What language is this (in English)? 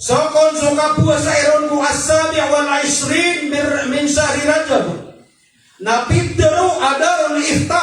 Maranao